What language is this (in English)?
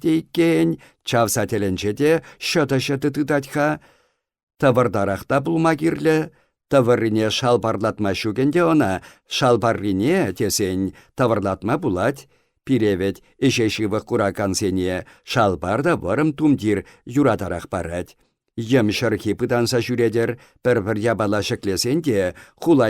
Chuvash